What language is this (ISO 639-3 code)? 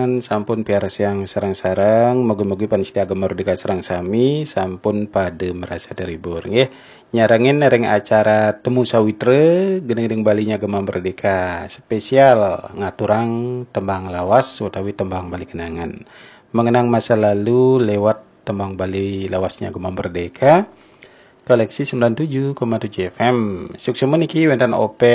ban